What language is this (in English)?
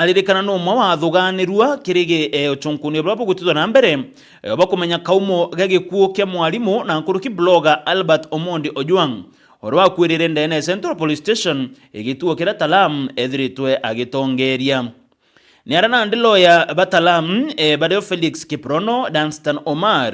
Meru